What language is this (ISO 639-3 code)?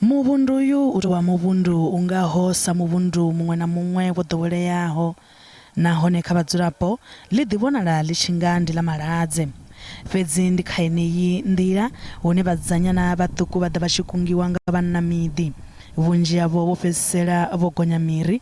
ven